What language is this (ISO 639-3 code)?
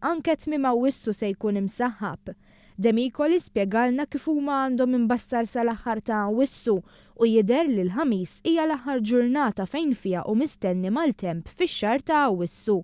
mlt